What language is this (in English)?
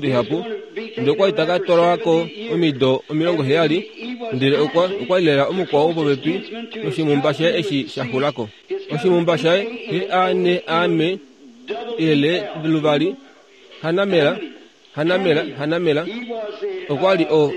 Kuanyama